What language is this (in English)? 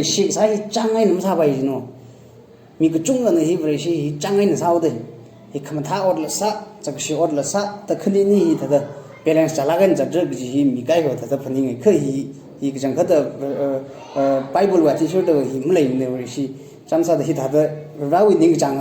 Tangkhul Naga (India)